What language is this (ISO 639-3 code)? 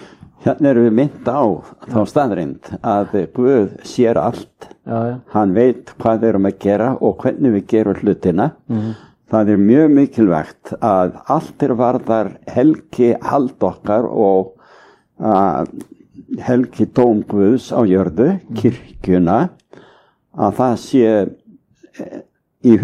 isl